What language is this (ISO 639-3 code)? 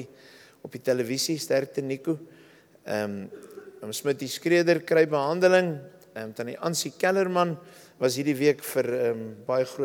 afr